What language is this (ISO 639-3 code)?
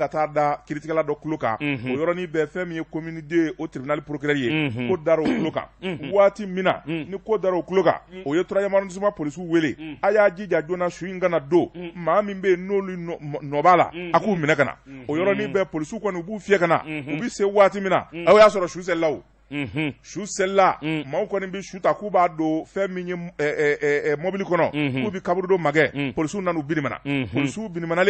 bam